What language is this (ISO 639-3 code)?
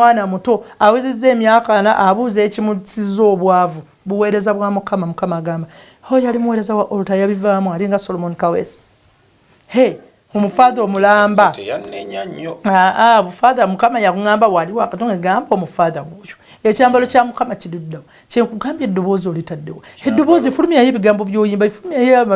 lug